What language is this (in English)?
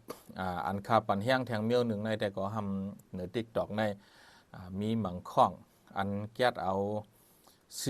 Shan